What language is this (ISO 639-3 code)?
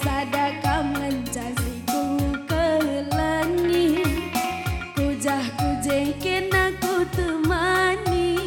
btx